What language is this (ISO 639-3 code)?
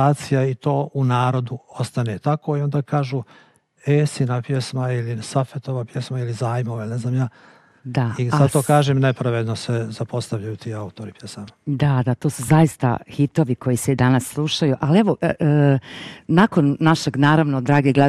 bos